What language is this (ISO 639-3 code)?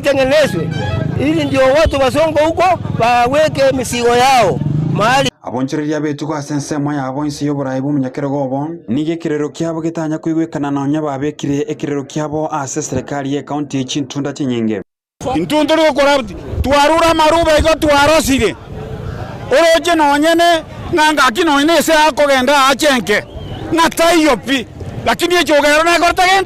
guz